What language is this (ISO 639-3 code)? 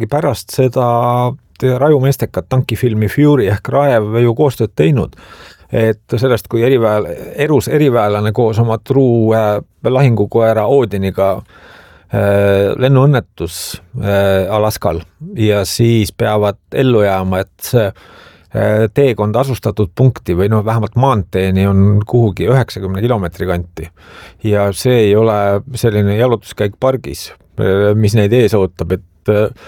est